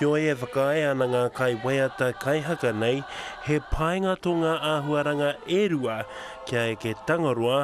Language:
Māori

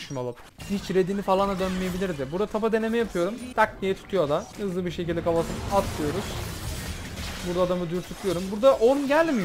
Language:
Turkish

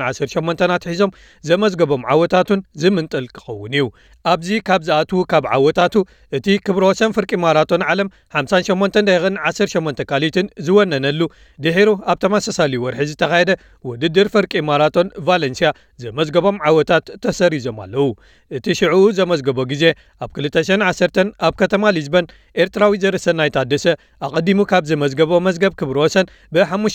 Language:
Tigrinya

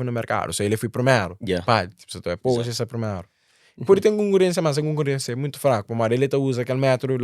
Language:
Kabuverdianu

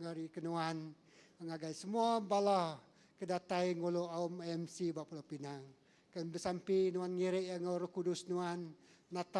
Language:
Iban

